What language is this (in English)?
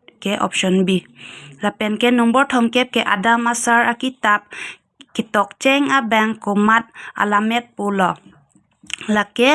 Karbi